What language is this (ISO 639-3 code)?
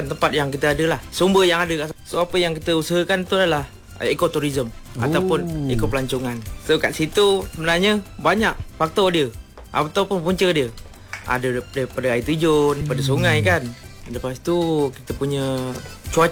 msa